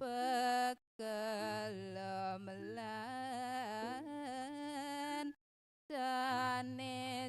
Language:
Balinese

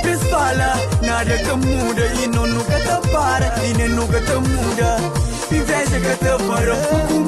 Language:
Kabuverdianu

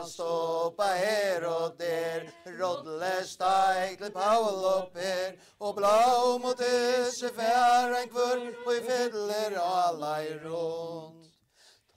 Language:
Faroese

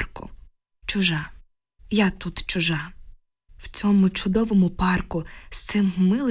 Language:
Ukrainian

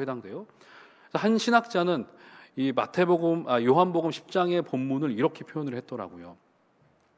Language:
Korean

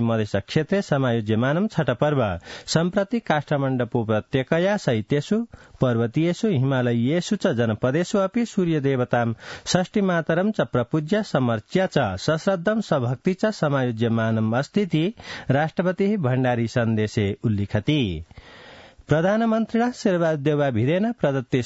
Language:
Sanskrit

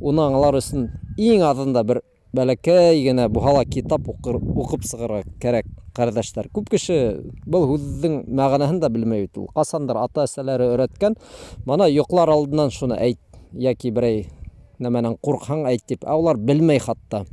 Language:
Bashkir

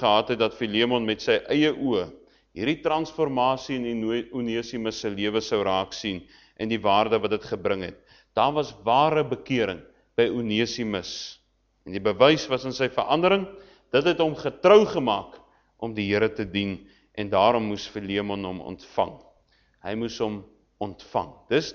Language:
Afrikaans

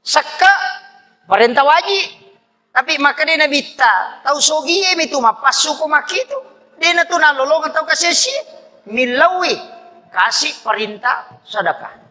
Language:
Buginese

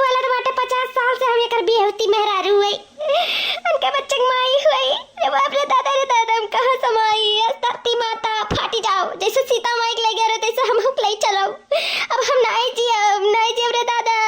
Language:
Awadhi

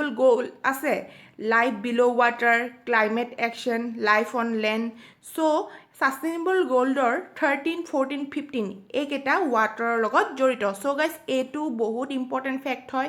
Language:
Assamese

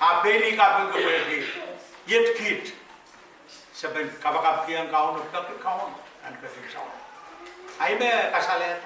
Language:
Pohnpeian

